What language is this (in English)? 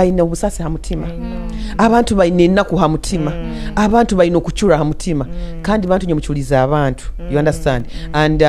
Nyoro